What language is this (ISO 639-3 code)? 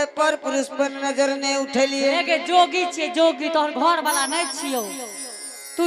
anp